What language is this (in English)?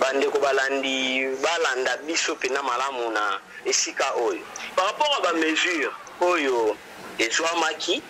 Lingala